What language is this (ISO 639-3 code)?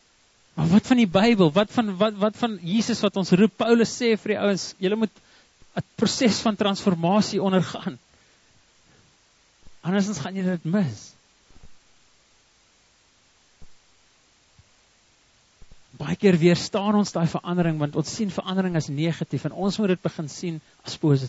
afr